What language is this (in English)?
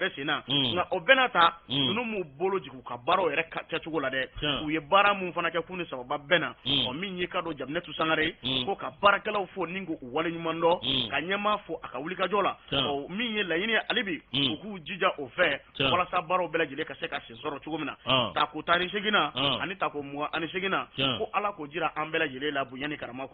Bambara